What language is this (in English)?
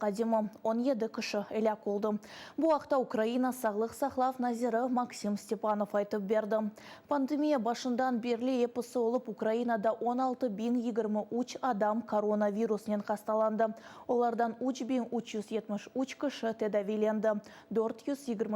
Crimean Tatar